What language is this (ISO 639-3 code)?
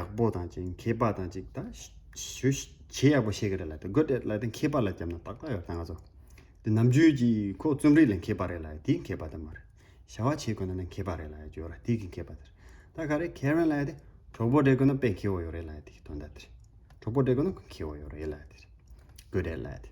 bod